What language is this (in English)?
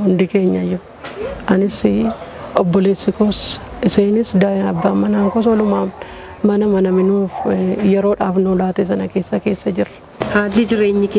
Oromo